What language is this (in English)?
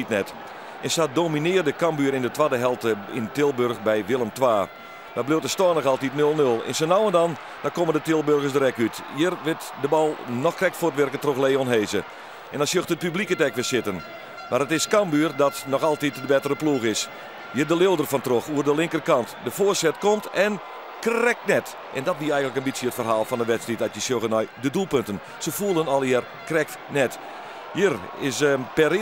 Western Frisian